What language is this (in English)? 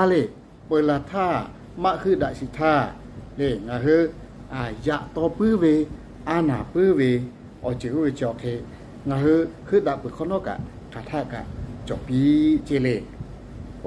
Lahu